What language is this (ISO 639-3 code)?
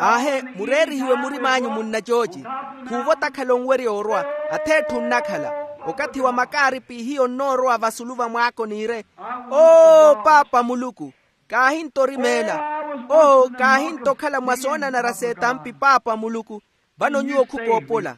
vmw